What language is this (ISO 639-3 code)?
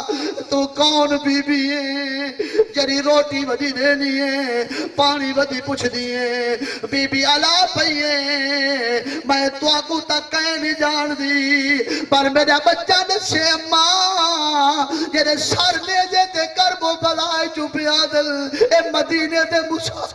skr